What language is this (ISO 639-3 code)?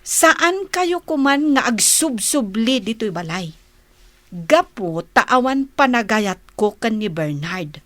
ilo